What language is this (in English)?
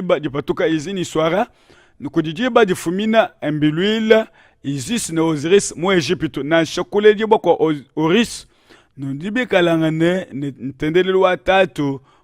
Luba-Lulua